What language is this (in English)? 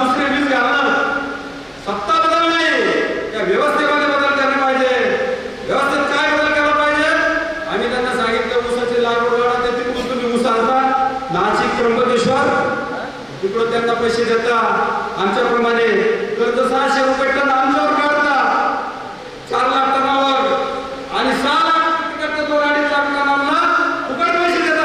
Marathi